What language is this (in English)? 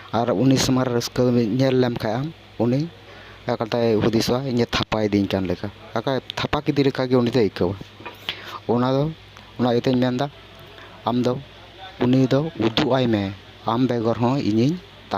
Santali